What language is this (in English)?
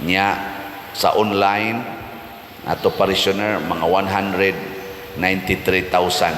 Cebuano